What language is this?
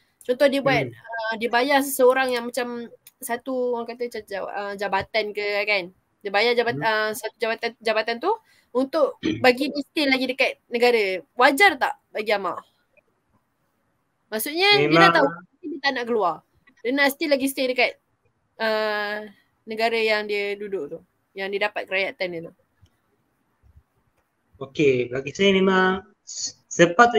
Malay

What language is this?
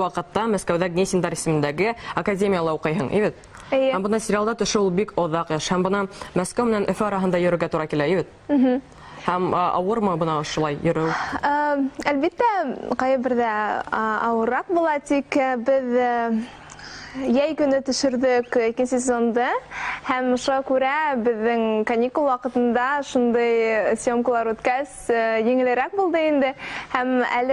Bashkir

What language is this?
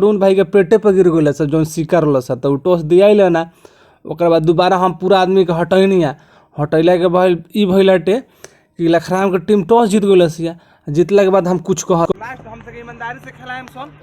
Bhojpuri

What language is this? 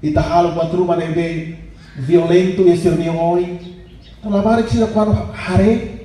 Tetum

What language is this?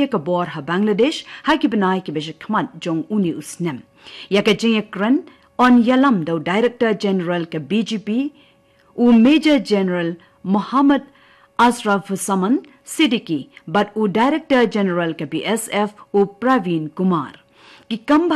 Khasi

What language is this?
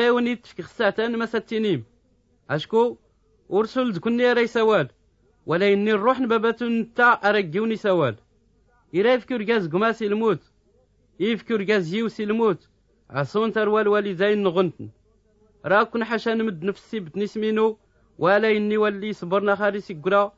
Tachelhit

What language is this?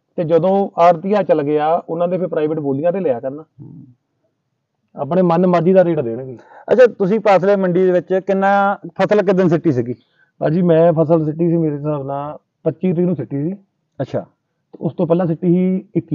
Punjabi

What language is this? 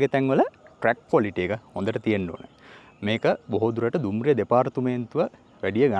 Sinhala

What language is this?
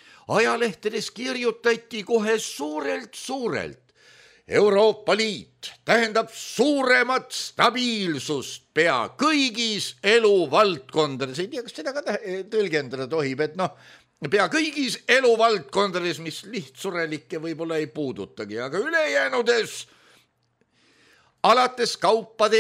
Estonian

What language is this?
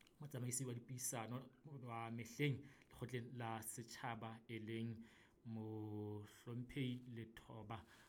Southern Sotho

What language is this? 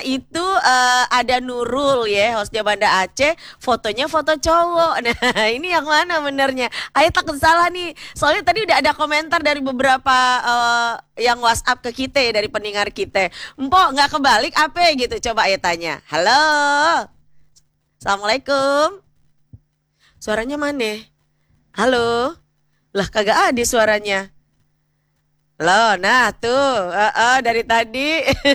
Indonesian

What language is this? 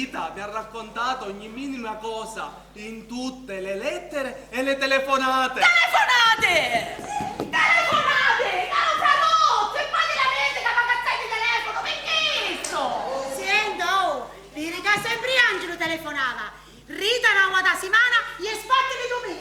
Sicilian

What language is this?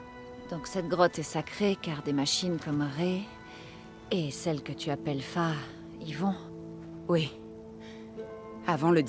French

